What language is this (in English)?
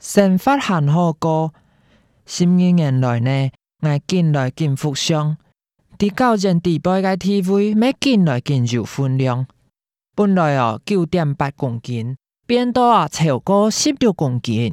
Hakka Chinese